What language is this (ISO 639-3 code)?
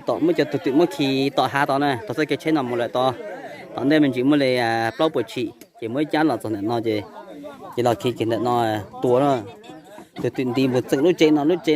hmn